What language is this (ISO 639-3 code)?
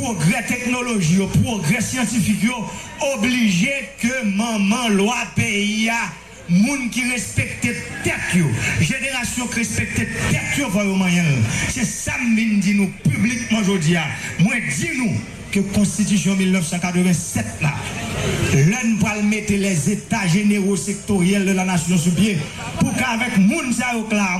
hat